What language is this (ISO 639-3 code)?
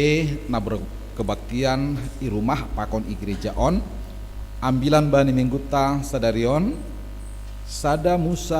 bts